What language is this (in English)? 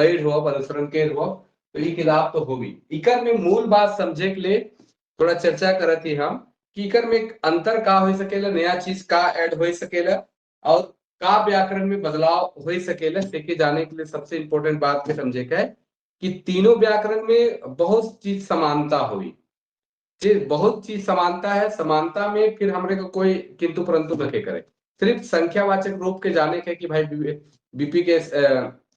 Sadri